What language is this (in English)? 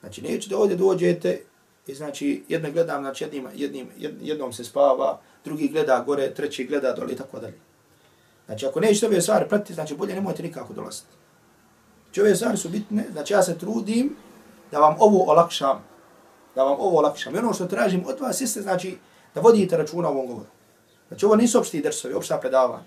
Bosnian